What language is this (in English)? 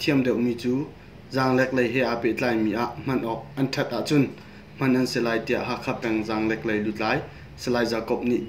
Hakha Chin